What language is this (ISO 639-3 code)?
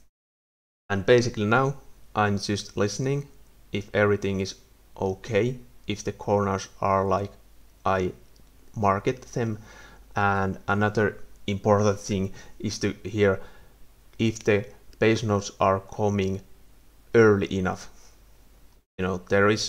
eng